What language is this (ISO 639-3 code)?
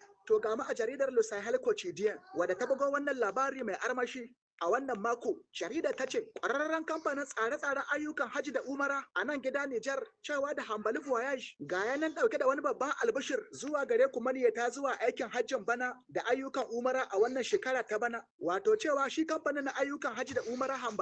hau